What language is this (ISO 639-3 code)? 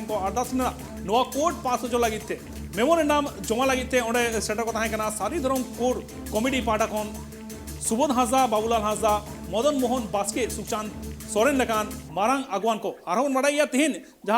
sat